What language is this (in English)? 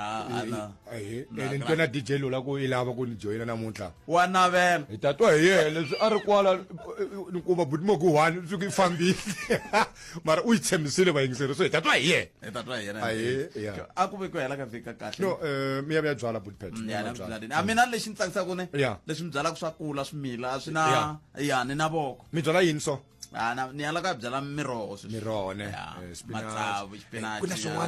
Tsonga